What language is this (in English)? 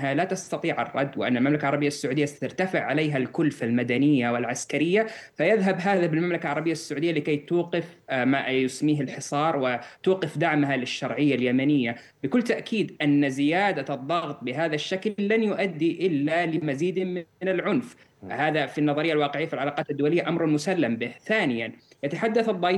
Arabic